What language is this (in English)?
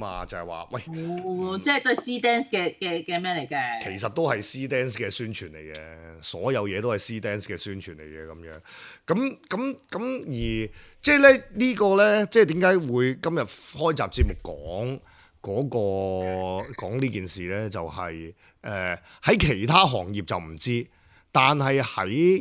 Cantonese